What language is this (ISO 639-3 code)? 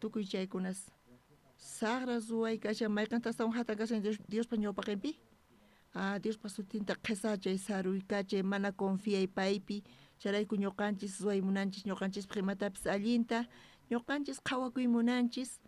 quh